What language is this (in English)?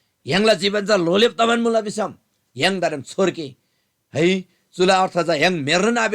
Eastern Tamang